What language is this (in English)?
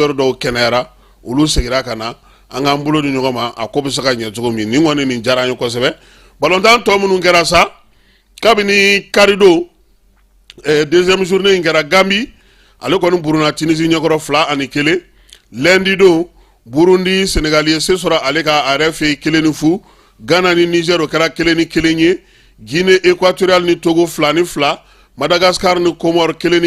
Bambara